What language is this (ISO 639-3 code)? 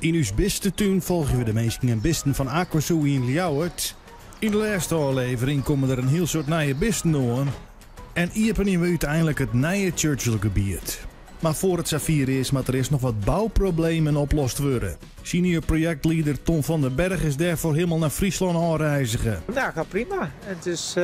fry